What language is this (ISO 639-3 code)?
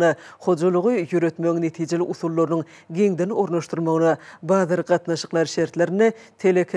tuk